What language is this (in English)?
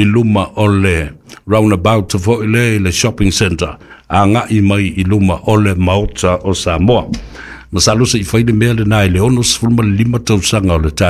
Samoan